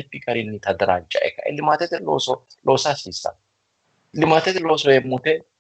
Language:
Sidamo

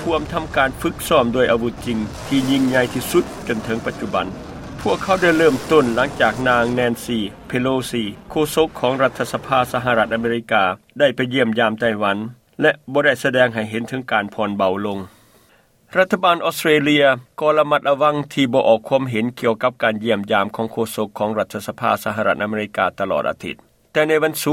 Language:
Lao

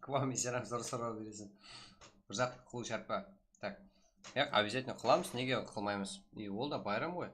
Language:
Kara-Kalpak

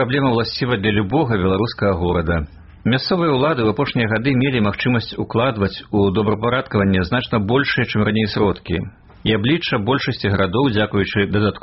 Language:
Belarusian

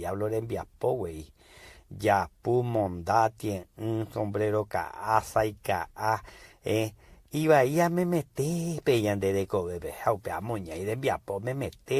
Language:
Guarani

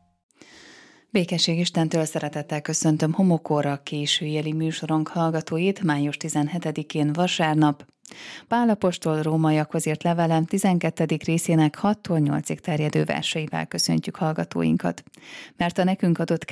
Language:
Hungarian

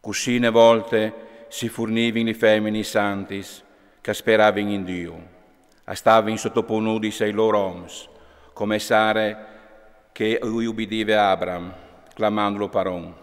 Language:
Friulian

